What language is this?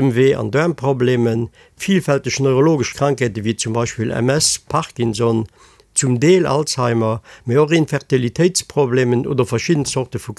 Luxembourgish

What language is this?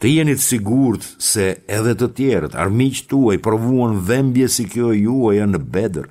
Albanian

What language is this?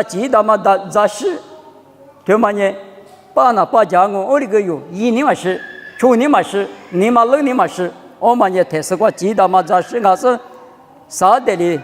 Lisu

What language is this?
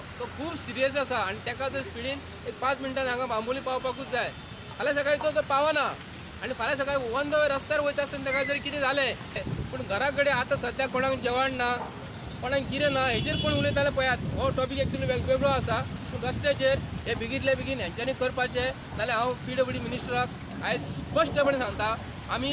Konkani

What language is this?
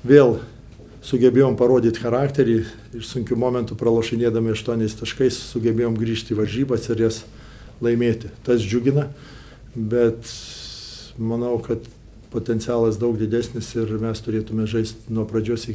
Lithuanian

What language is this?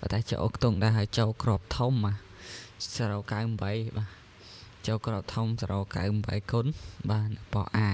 Khmer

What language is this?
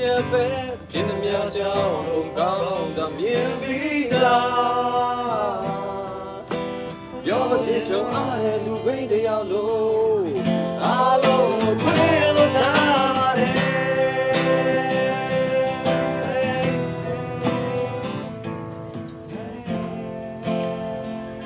Burmese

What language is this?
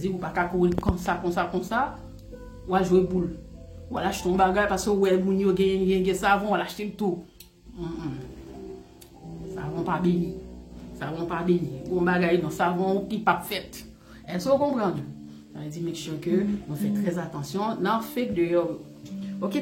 Haitian Creole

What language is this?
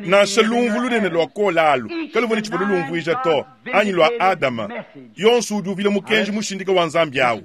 Luba-Lulua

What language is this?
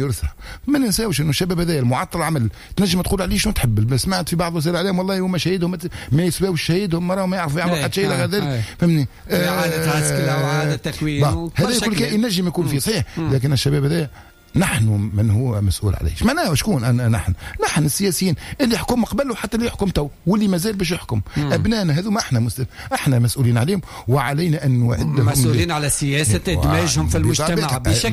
Tunisian Arabic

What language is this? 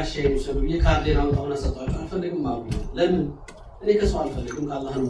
Amharic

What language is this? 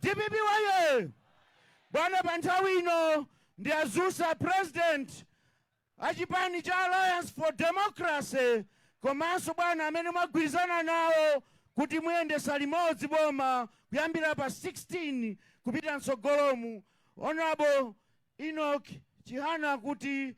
Nyanja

